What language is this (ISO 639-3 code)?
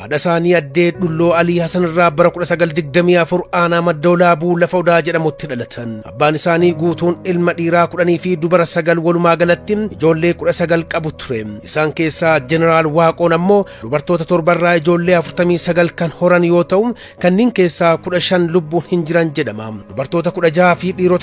orm